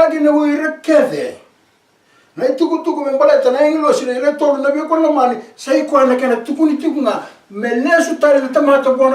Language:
Fijian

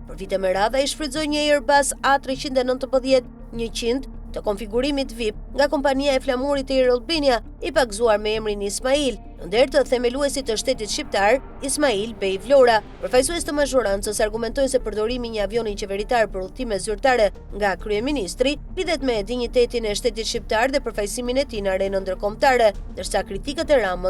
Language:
Albanian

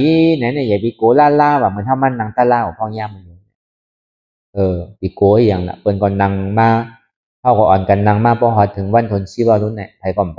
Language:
Shan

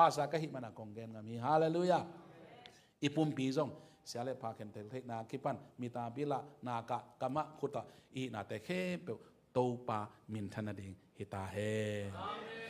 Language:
Tedim Chin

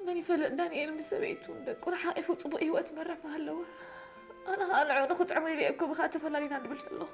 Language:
Tigrinya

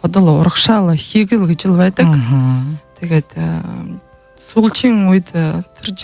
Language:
Buriat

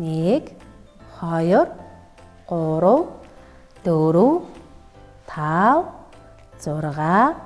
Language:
Mongolian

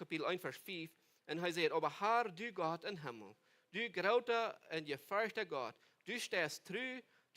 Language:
Plautdietsch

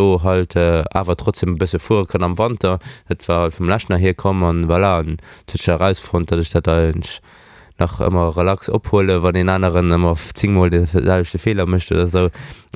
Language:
Luxembourgish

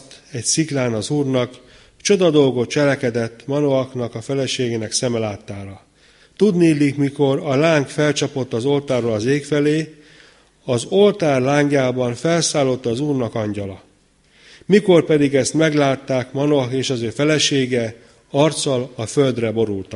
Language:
Hungarian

